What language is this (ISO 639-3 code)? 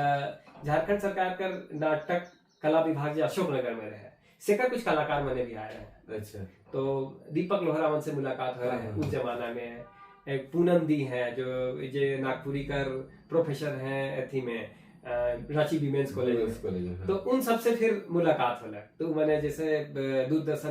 sck